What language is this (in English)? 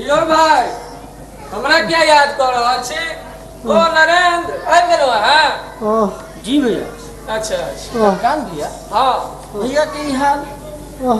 Maithili